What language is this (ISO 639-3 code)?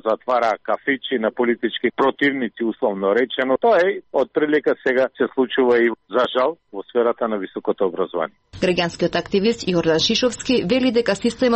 mkd